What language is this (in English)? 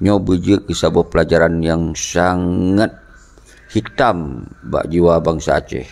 Achinese